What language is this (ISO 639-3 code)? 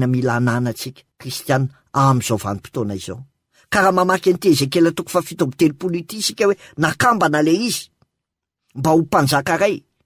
mlg